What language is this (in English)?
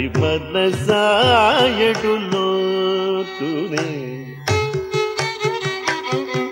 Telugu